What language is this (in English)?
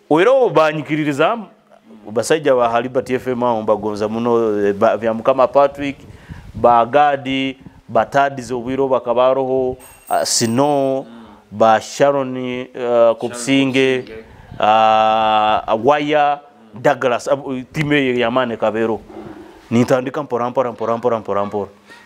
Nyoro